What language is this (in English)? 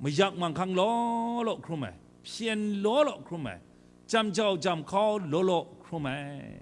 Kachin